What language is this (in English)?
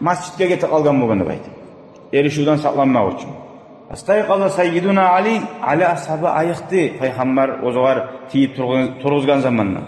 Kumyk